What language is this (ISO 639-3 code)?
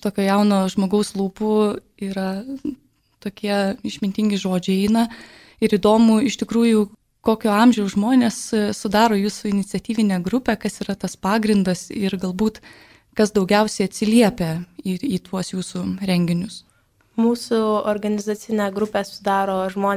lit